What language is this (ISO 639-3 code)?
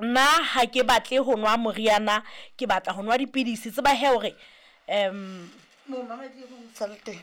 sot